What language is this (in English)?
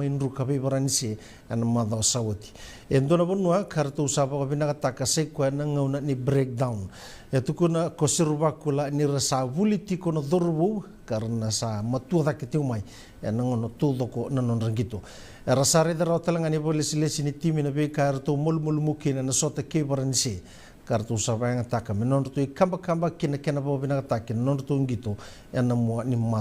Fijian